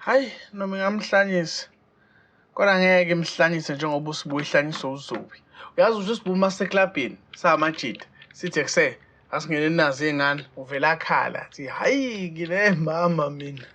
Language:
Zulu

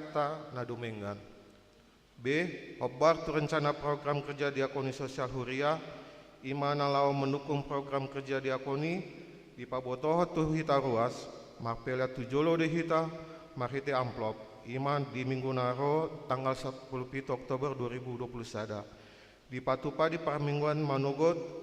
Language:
Batak Toba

